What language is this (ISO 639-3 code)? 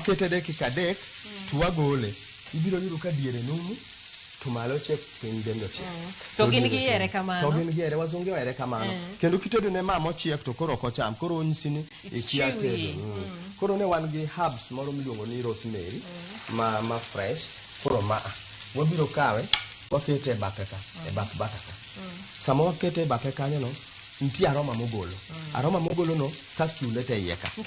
luo